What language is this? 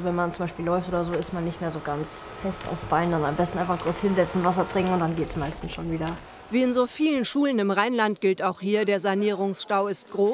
German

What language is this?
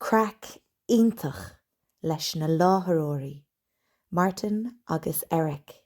Irish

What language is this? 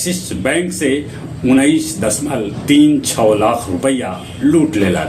Magahi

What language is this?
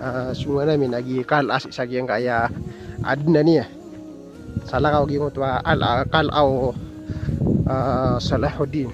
Maranao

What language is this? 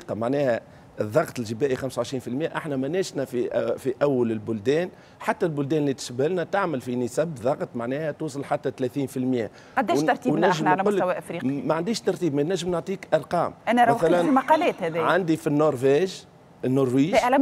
Tunisian Arabic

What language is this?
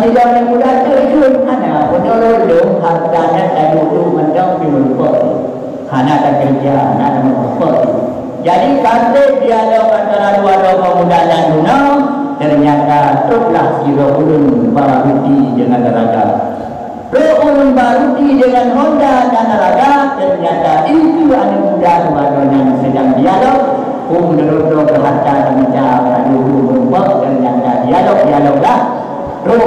Achinese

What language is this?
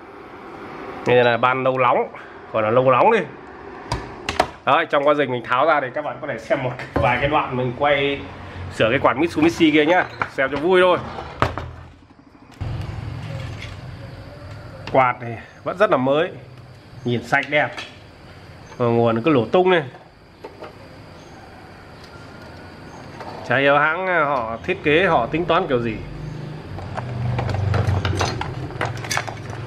Vietnamese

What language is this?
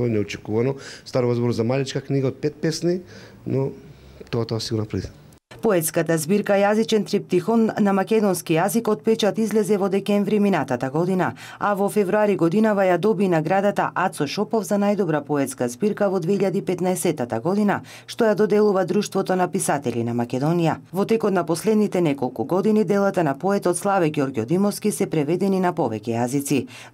Macedonian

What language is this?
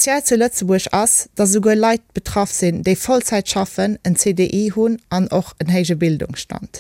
Luxembourgish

